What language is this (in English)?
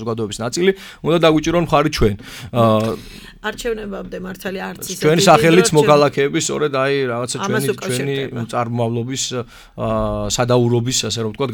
Georgian